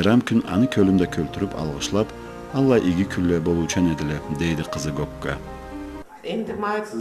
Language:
Karachay-Balkar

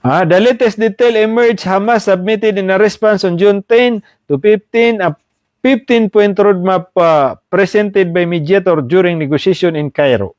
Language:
Maranao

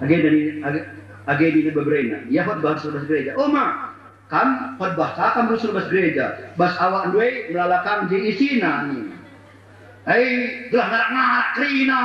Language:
Batak Karo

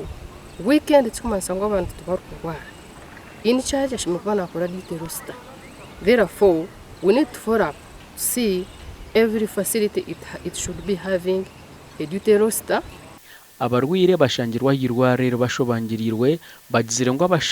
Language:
Nyankole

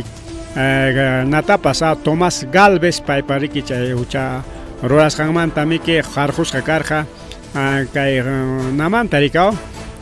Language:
Ayacucho Quechua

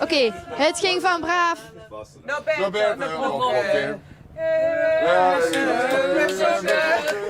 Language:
Limburgish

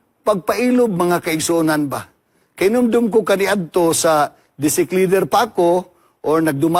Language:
Cebuano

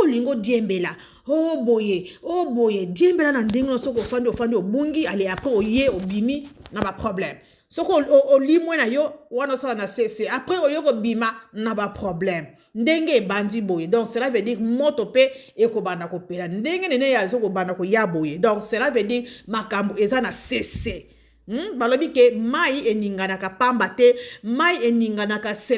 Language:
Lingala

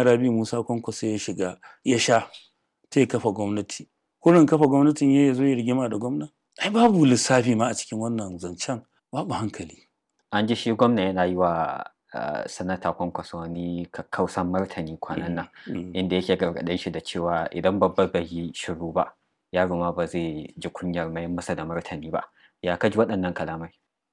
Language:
Hausa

